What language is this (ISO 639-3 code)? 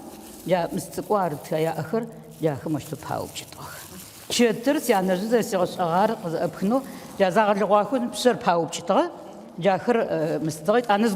ady